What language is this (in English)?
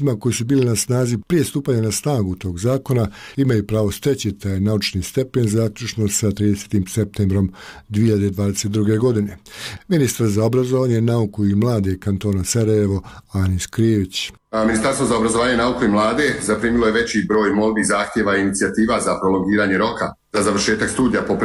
Bosnian